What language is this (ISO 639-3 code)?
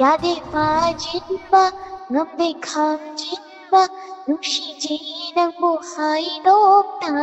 mni